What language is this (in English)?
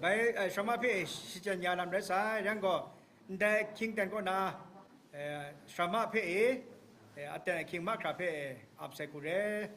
Kachin